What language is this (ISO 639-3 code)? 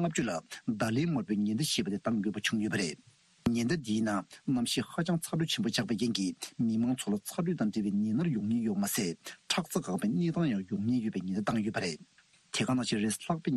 bod